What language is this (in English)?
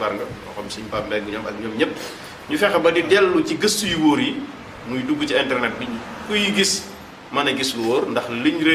Wolof